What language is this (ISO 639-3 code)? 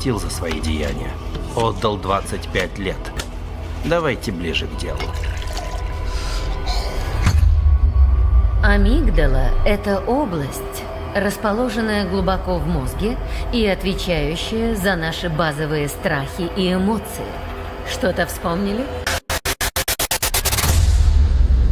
rus